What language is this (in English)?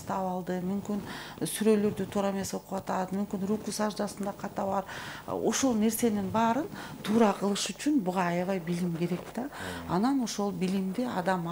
Kyrgyz